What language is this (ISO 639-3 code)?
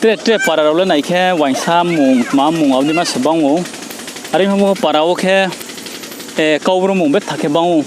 ria